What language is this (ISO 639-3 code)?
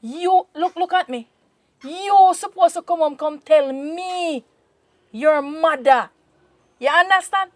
jam